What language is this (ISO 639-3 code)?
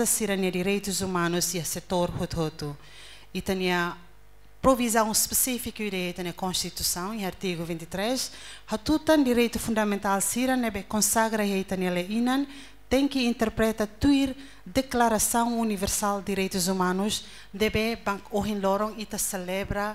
tet